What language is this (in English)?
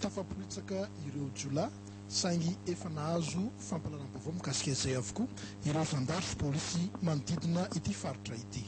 Malagasy